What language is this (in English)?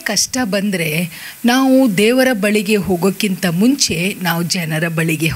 Kannada